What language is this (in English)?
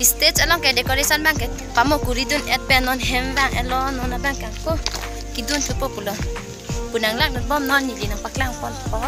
Karbi